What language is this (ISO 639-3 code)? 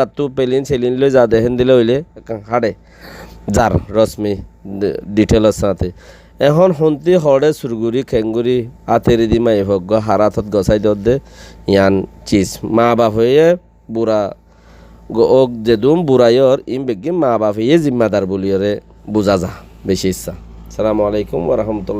rhg